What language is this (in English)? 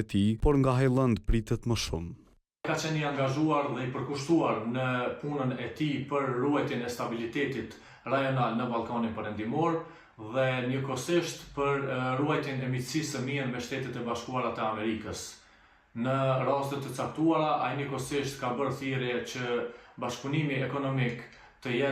Albanian